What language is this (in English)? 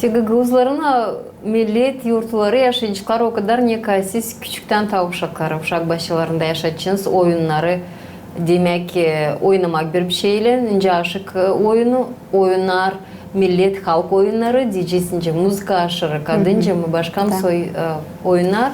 Gagauz